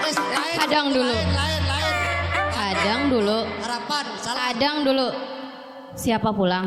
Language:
Banjar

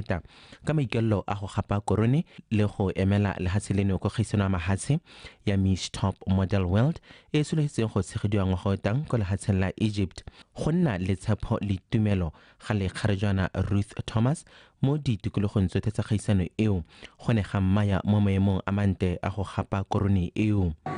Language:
Tswana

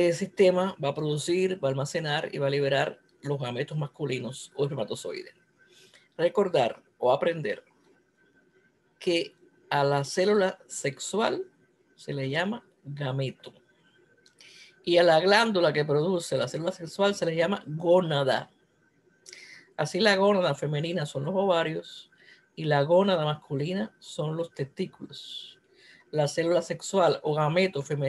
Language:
Spanish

